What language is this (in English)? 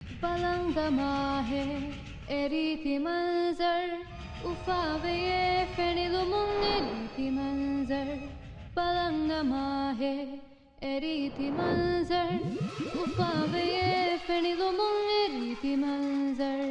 Divehi